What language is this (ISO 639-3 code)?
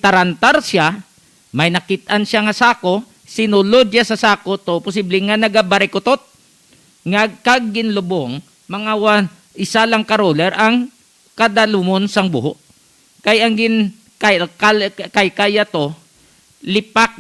hil